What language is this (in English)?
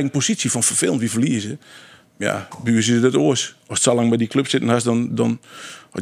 Western Frisian